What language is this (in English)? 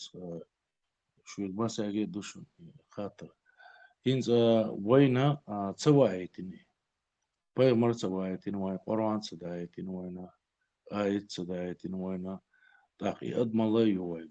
Chechen